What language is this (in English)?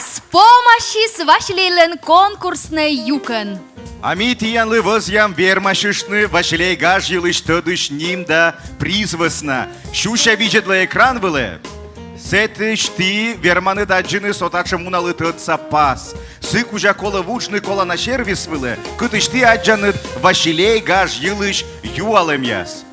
Komi